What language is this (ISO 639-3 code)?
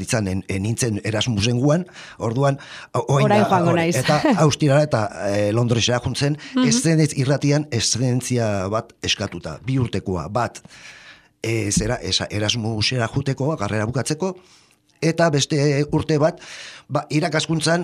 eus